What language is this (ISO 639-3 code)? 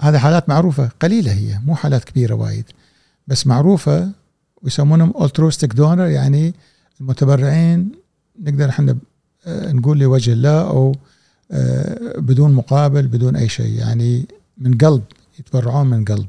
afb